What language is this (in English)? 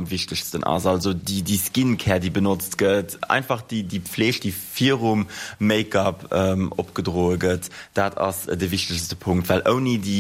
Luxembourgish